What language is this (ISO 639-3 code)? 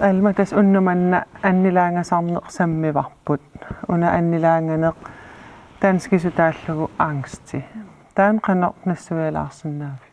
kal